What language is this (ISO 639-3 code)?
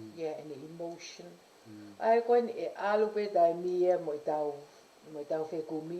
ton